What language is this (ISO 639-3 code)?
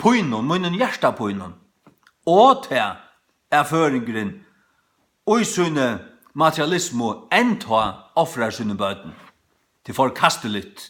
fao